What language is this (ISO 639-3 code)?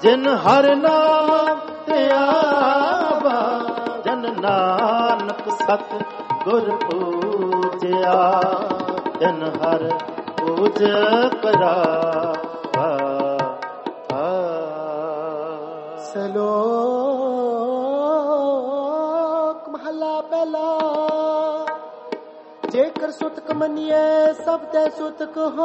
pan